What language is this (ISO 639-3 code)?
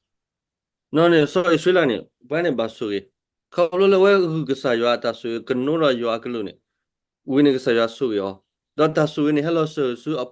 ksw